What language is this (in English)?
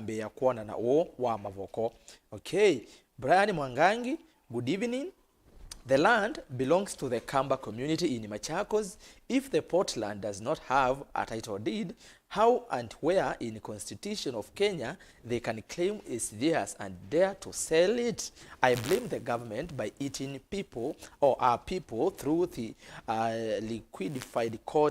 Kamba